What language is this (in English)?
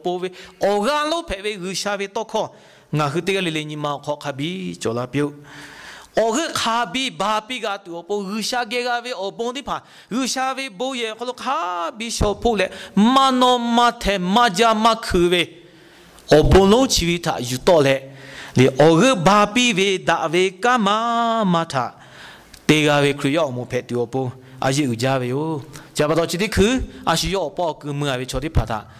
Lahu